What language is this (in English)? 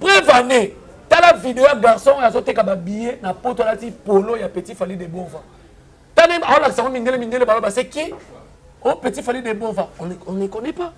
Lingala